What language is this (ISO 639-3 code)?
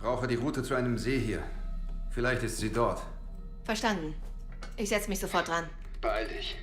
bar